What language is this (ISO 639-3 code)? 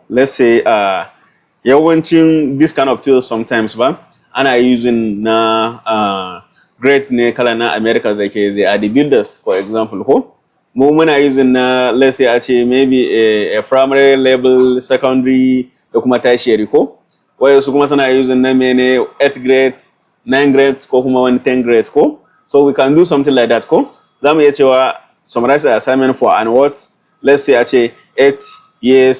hau